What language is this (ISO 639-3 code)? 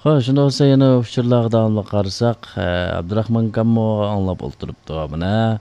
uig